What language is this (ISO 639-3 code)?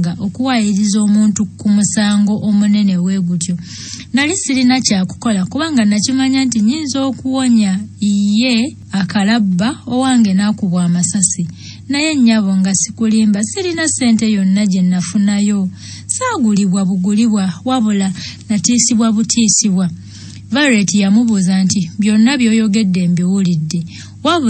lug